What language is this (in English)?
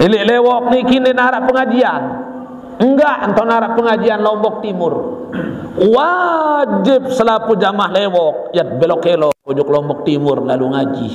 Sasak